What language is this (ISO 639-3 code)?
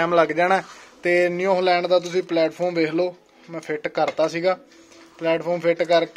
pan